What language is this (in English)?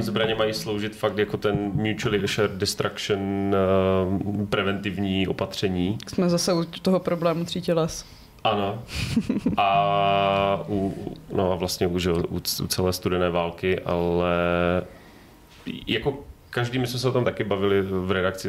Czech